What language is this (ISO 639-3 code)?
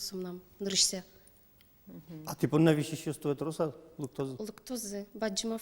udm